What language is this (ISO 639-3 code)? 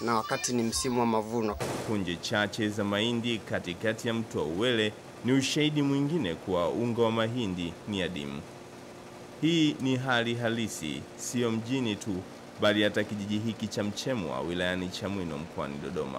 swa